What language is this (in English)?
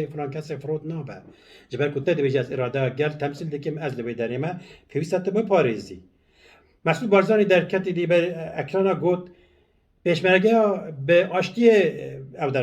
Kurdish